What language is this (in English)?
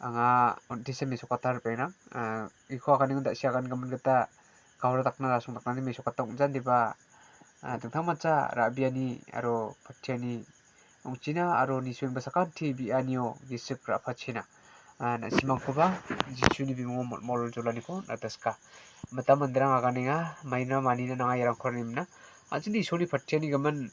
Garo